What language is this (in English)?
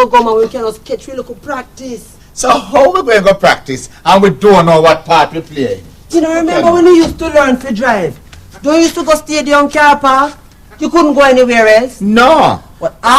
Jamaican Creole English